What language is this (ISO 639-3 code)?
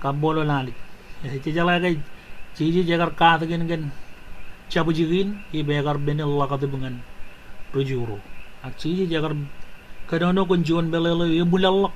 mah